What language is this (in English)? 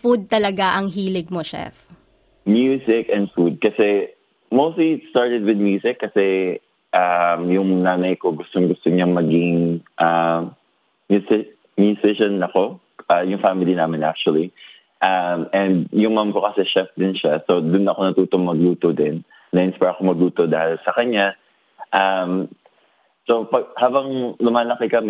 Filipino